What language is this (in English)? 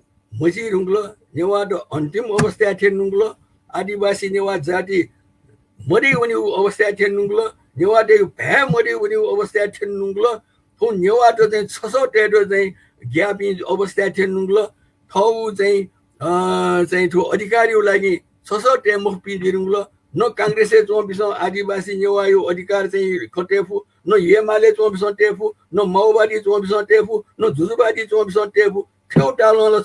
Newari